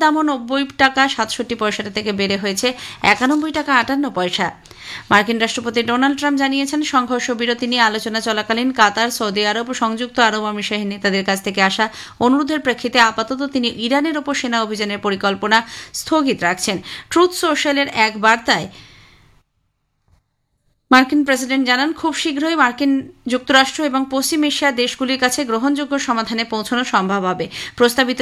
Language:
Bangla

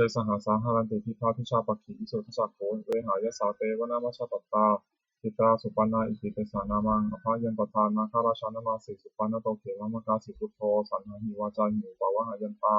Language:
Pali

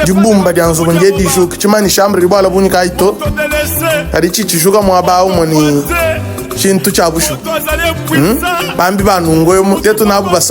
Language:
Luba-Lulua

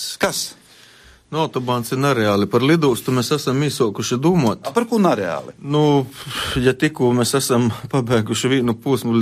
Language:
Latvian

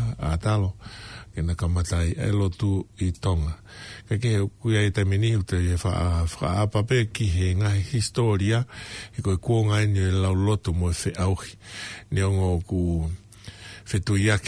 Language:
Tongan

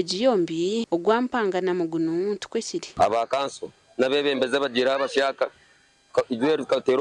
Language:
Nyankole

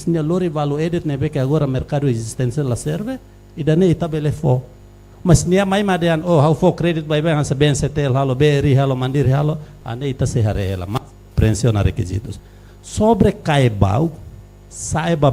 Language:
Tetum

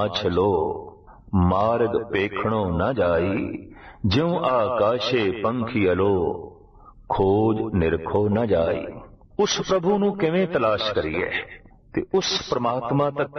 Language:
Punjabi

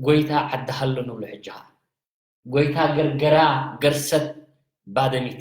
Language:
Tigrinya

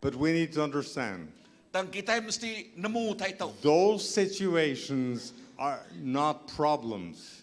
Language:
Iban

